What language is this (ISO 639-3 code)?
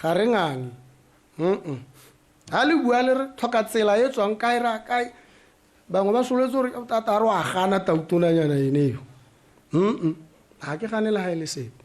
tsn